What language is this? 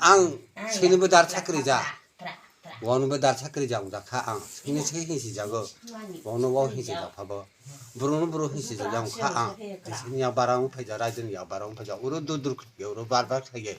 Kok Borok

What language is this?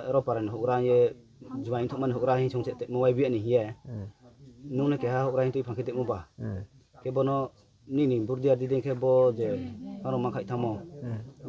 Riang (India)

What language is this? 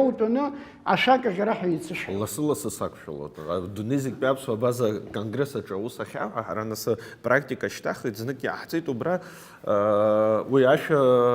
Abkhazian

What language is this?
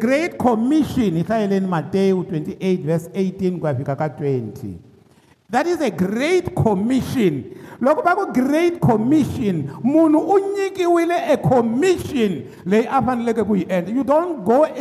Tsonga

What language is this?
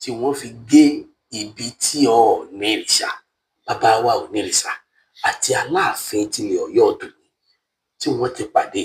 Yoruba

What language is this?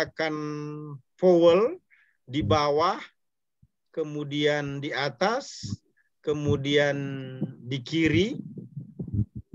Indonesian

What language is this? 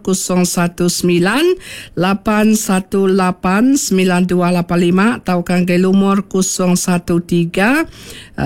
Iban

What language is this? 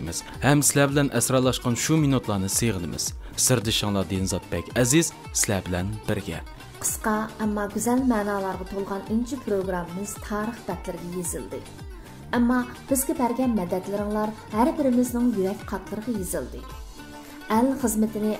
Uyghur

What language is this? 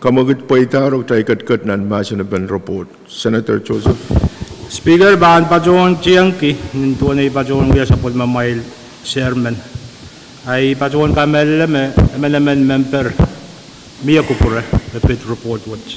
Pohnpeian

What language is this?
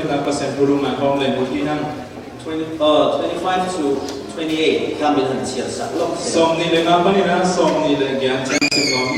Falam Chin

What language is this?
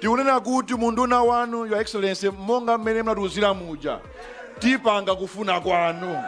Nyanja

